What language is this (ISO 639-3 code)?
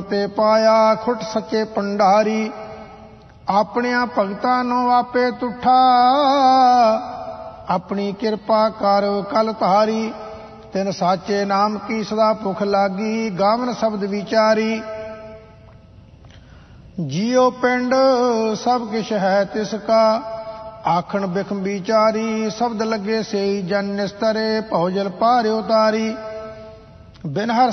pan